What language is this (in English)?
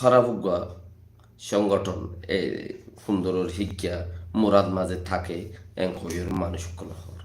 Rohingya